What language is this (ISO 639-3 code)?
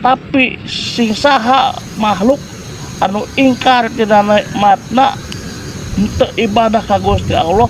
sun